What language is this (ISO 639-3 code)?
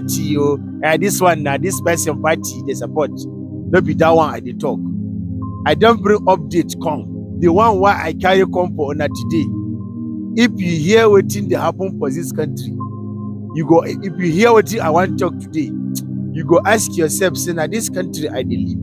pcm